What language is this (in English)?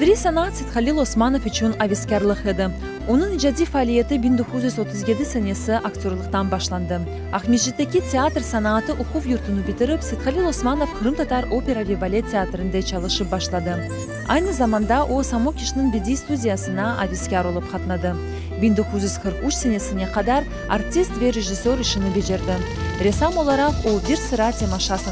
Crimean Tatar